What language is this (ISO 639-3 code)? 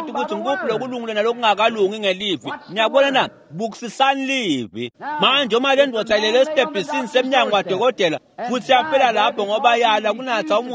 ssw